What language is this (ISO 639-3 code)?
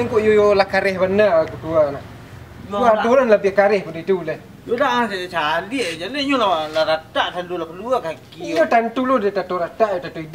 min